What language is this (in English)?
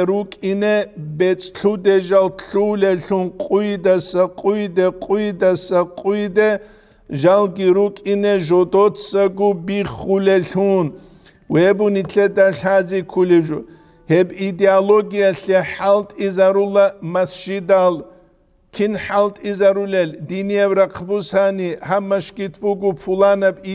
Avaric